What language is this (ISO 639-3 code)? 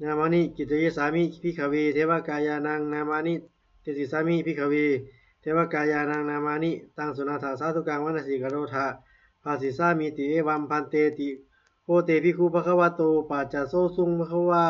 pli